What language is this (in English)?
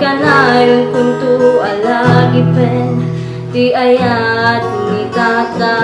Iloko